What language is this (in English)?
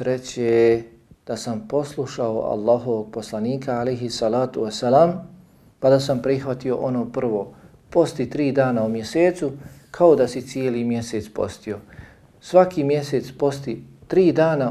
Bosnian